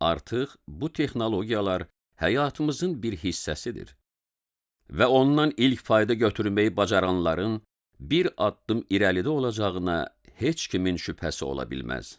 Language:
Azerbaijani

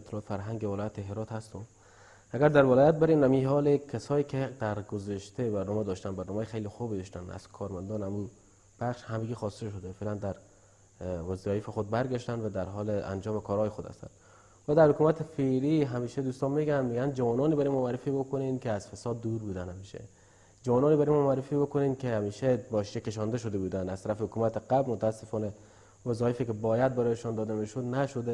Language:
Persian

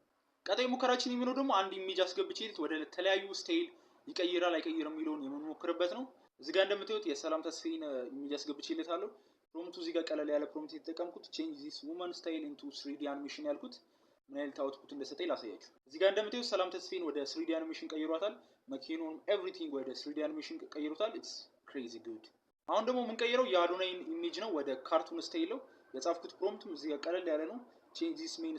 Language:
Amharic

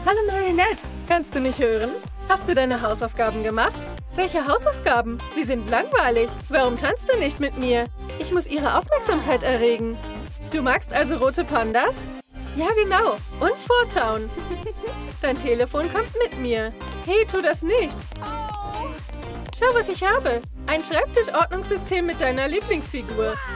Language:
German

